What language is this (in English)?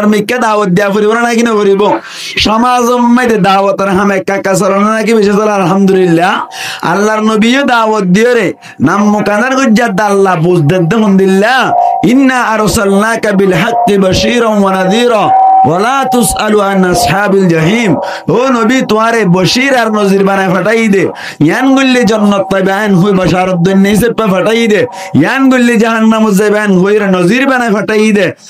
Rohingya